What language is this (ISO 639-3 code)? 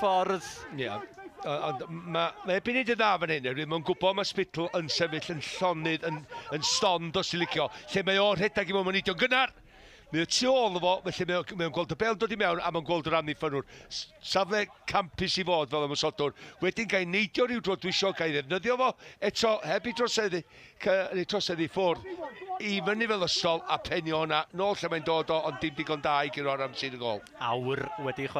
cym